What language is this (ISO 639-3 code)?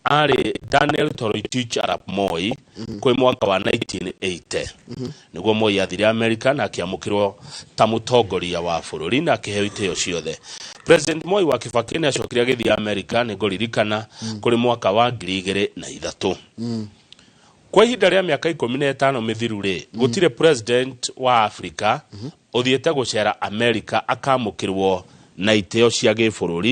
kik